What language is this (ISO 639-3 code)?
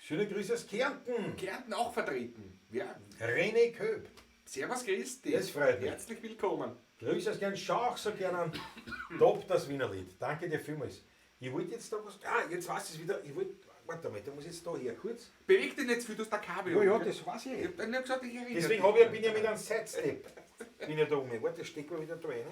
bar